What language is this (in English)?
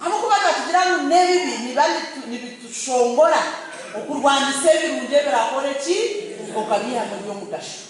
Nyankole